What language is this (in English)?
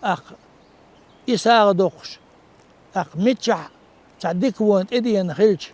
Chechen